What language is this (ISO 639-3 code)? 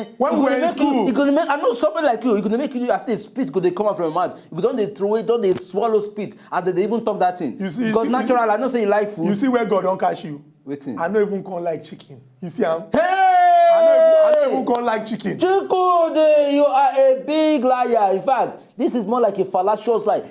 pcm